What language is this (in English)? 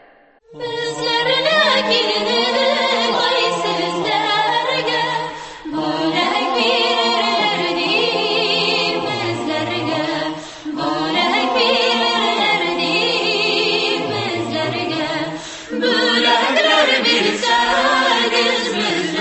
Tatar